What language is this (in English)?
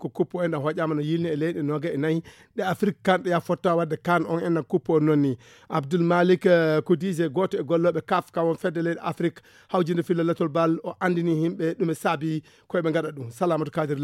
Fula